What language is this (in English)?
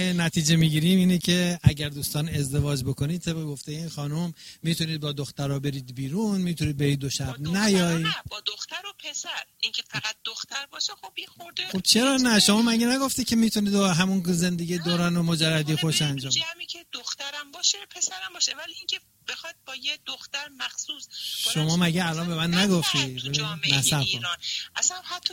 Persian